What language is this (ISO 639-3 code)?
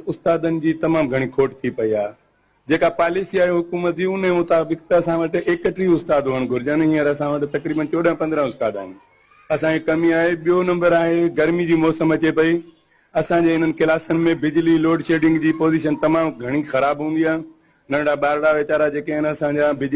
snd